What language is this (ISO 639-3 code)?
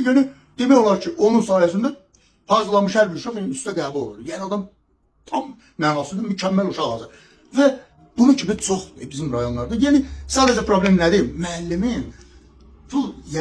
aze